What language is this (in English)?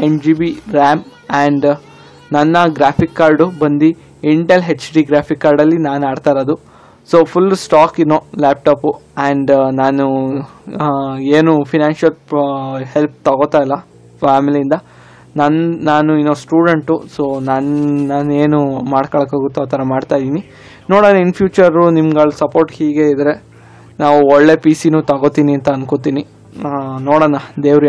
Kannada